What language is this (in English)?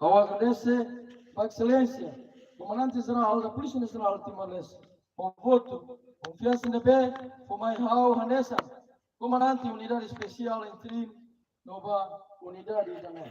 Tetum